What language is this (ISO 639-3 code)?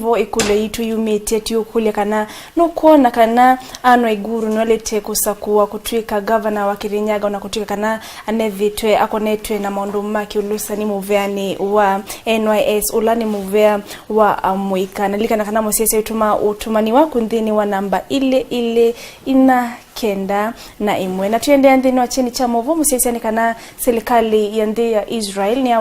kam